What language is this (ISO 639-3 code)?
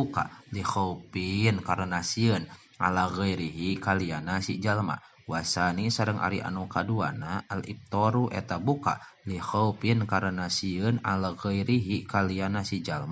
sun